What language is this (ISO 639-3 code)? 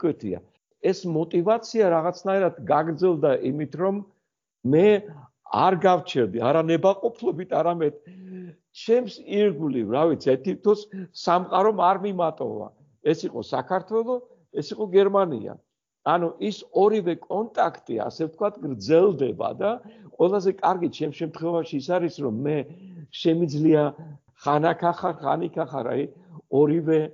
kat